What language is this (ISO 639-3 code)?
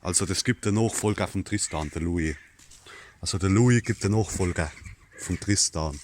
pfl